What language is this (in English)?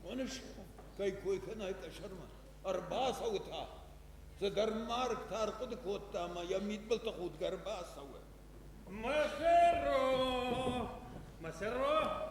Ossetic